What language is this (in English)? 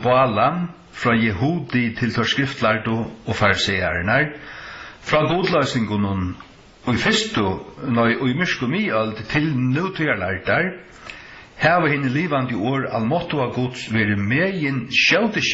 Faroese